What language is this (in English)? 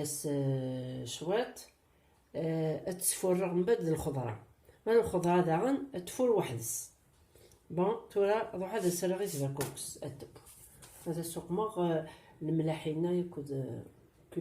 Kabyle